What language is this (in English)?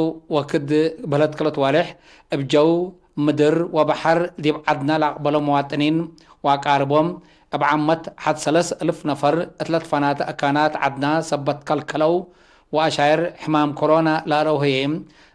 Tigre